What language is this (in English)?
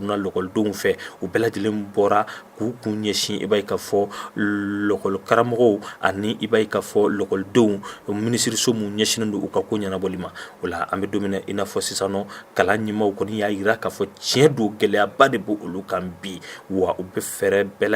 Bambara